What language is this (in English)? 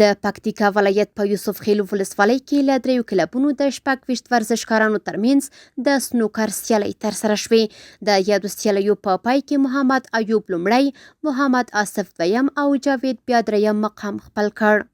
Pashto